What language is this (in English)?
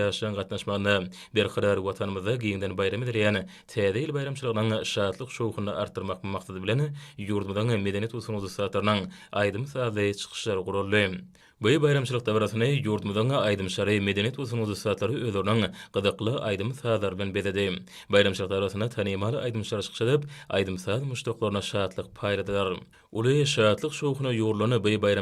Turkmen